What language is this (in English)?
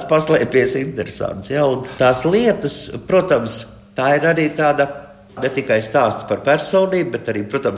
Latvian